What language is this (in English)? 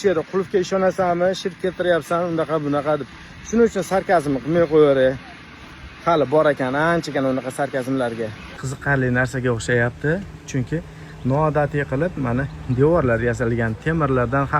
Uzbek